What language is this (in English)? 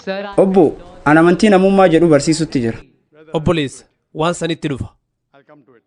Oromo